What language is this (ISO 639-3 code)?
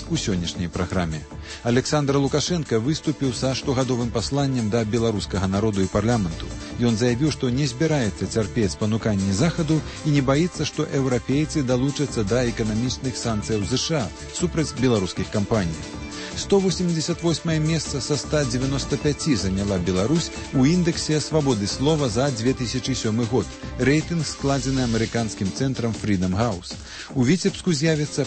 bel